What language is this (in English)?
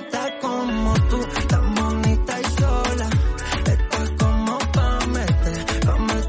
Spanish